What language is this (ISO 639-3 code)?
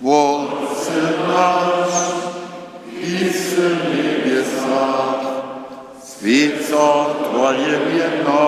hsb